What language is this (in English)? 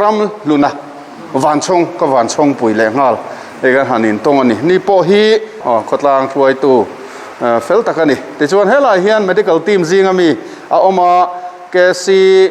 Mizo